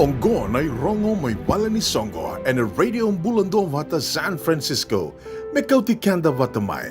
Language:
Fijian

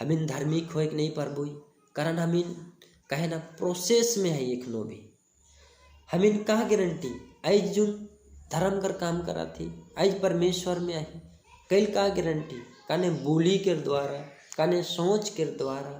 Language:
Sadri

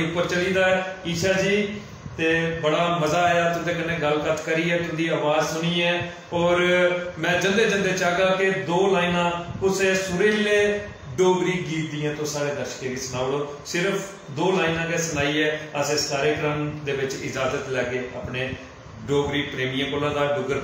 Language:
Dogri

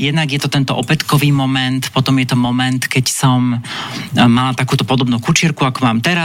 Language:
Slovak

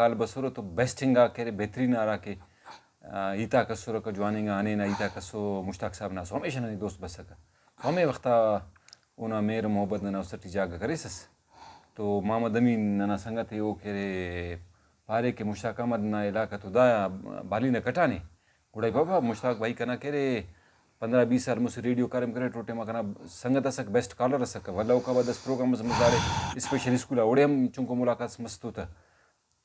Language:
Brahui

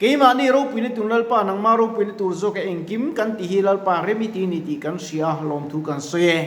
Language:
Mizo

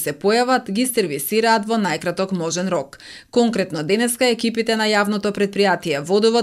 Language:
Macedonian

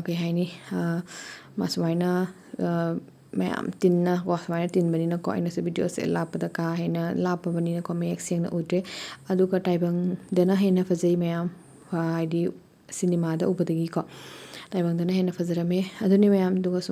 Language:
Manipuri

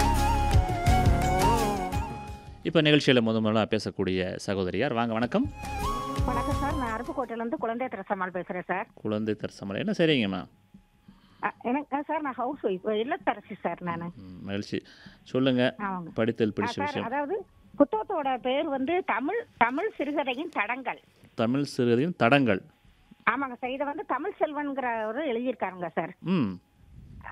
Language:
Tamil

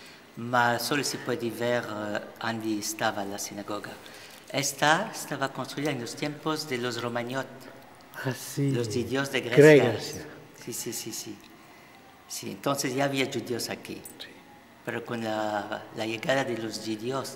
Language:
Ladino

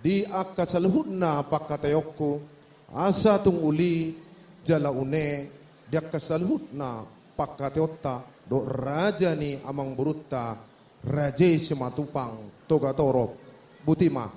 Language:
Batak Toba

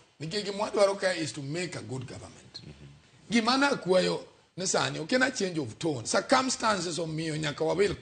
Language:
Luo (Kenya and Tanzania)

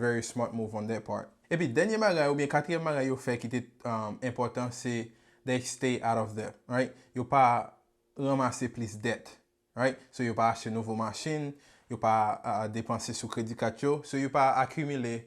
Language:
Haitian Creole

